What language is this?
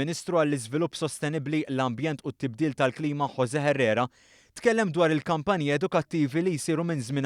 Maltese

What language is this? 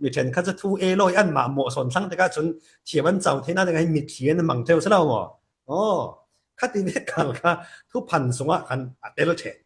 Falam Chin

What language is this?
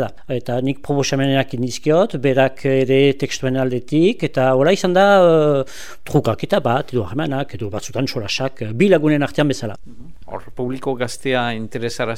Basque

